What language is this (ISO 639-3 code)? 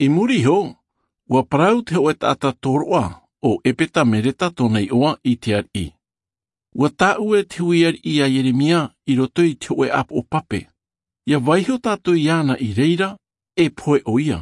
tah